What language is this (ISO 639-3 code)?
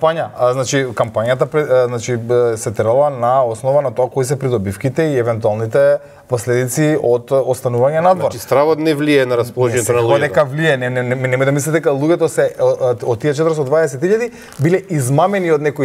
mkd